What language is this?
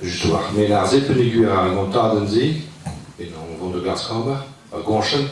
Breton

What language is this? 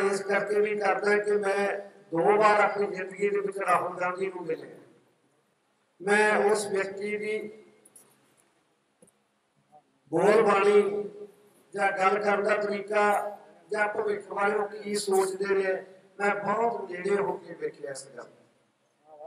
Punjabi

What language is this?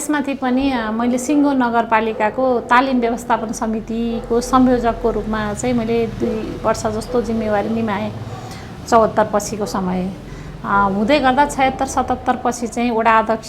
Nepali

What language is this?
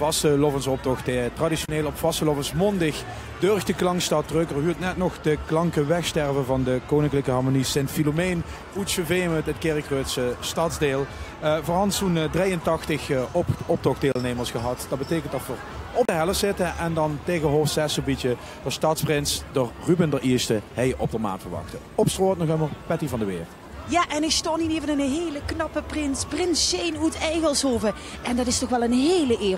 Limburgish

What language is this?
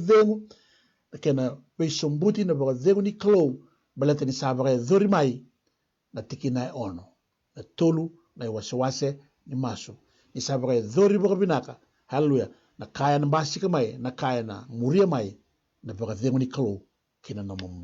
Fijian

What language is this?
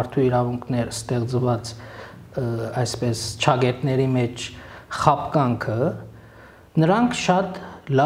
Armenian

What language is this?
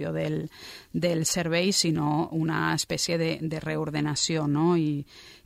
Catalan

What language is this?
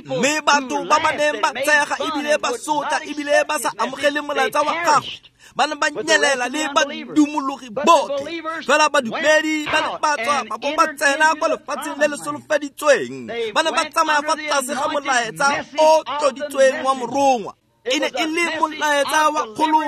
Tswana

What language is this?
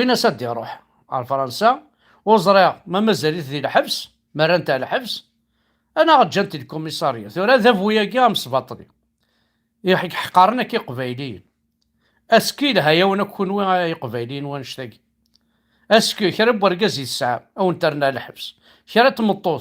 Kabyle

